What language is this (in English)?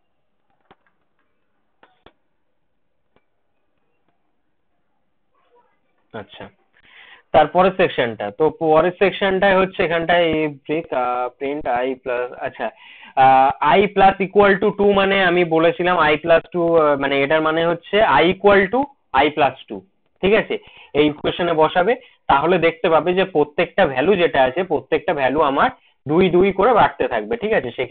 Bangla